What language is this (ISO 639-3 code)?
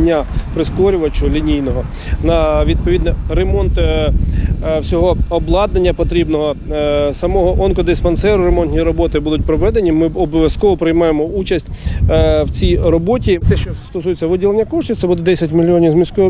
ukr